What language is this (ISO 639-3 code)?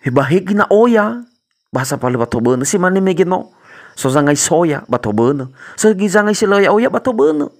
nia